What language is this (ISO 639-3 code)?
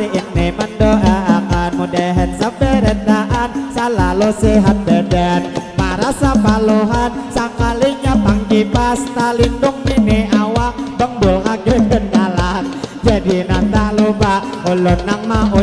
bjn